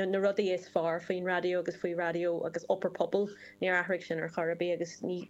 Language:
Irish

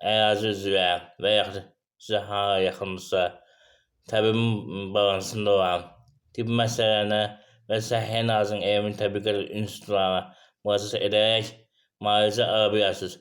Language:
Azerbaijani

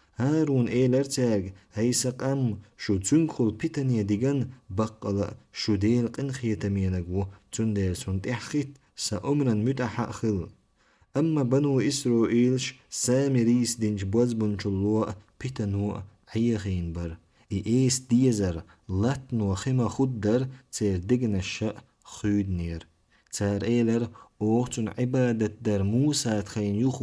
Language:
Chechen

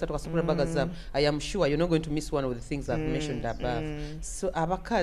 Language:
Nyoro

